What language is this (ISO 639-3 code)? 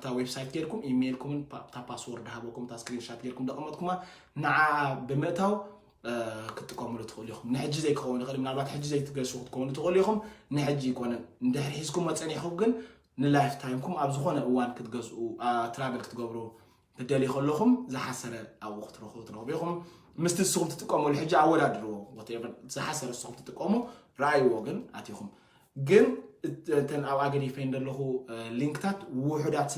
tir